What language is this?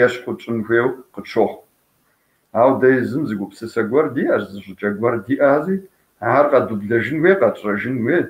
Kabardian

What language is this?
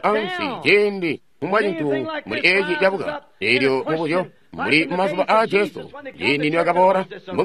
Tonga (Zambia)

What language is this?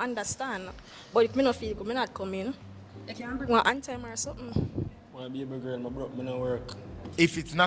Jamaican Creole English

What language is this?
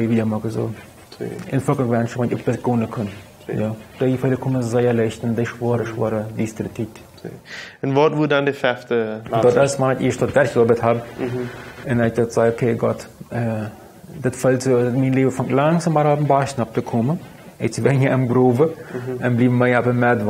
Plautdietsch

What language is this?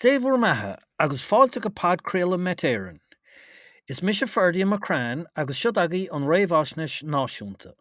Irish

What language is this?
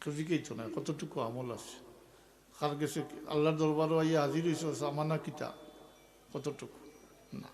Sylheti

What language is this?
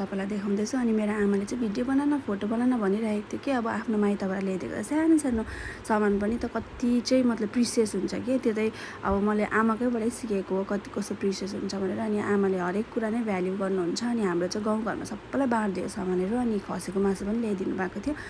Nepali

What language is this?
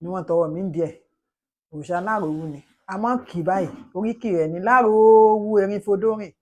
Yoruba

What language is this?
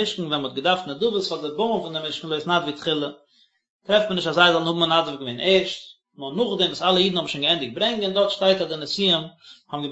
Yiddish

